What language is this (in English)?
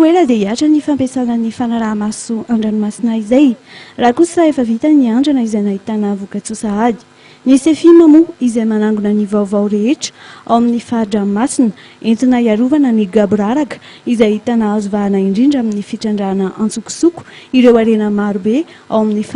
Malagasy